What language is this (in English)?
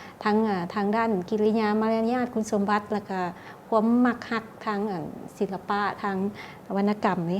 Lao